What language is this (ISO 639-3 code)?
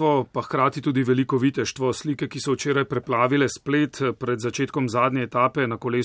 slv